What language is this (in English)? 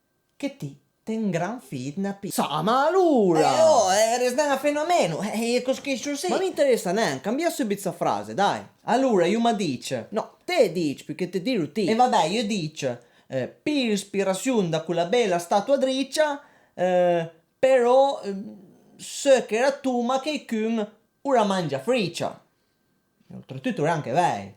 Piedmontese